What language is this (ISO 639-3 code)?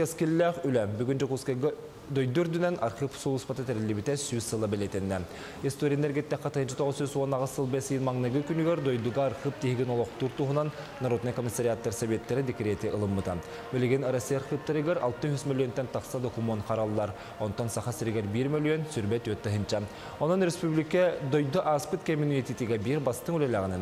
sah